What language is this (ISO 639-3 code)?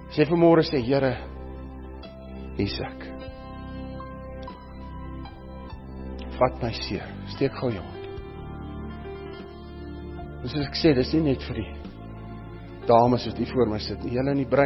afr